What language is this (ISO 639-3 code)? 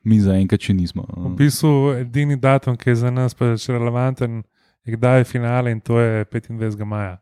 slv